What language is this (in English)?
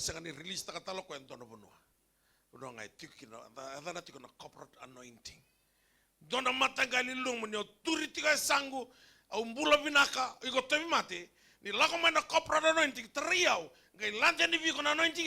Fijian